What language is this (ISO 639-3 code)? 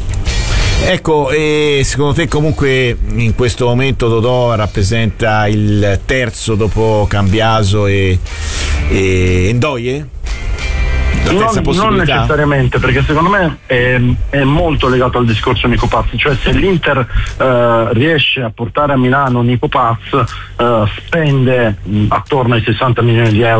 ita